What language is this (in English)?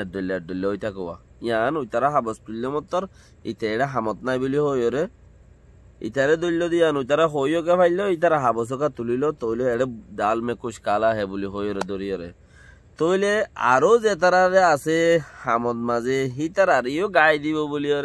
Rohingya